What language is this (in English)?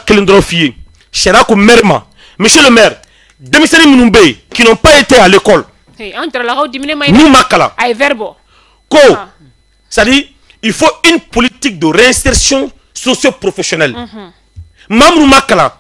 Bambara